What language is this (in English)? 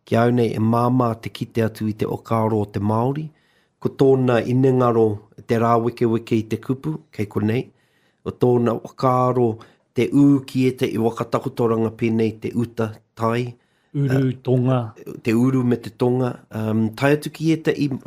Māori